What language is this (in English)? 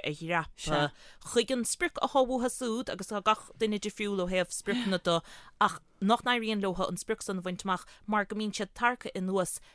Irish